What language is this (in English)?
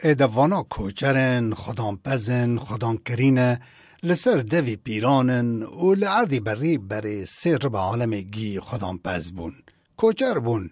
Kurdish